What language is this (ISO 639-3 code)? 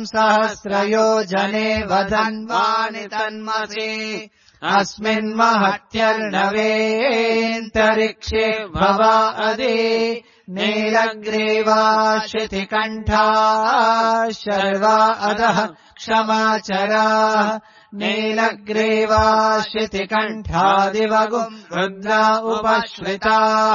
san